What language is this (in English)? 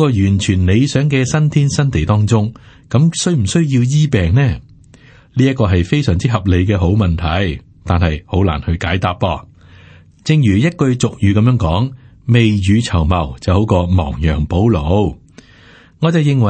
Cantonese